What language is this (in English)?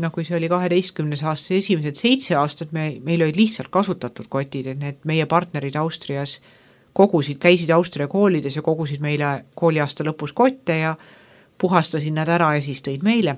Estonian